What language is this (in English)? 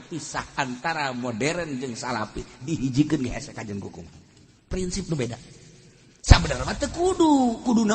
Sundanese